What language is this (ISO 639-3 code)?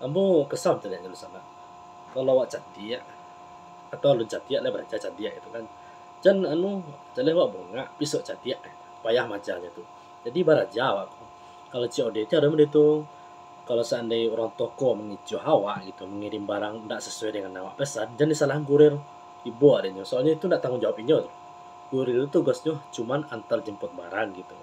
min